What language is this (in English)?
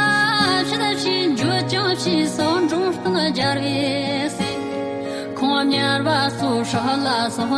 Tibetan